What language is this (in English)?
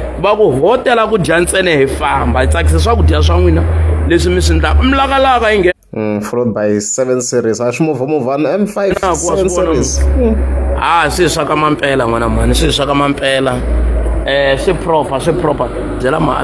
Tsonga